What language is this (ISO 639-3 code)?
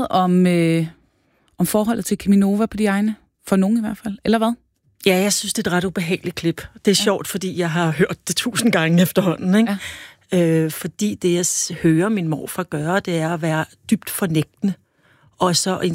dan